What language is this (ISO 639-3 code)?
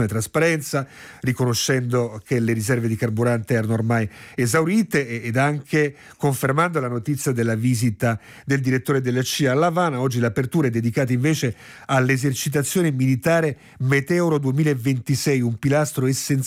ita